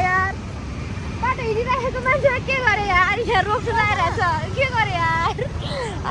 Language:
Nepali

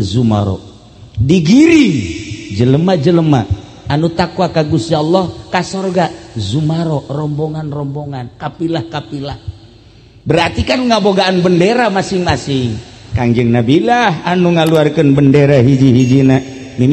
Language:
Sundanese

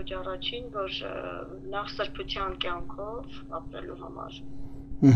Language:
Armenian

